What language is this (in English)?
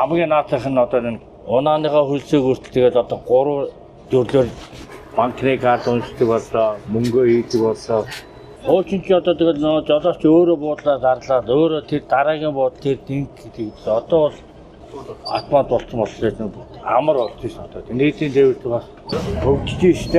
Mongolian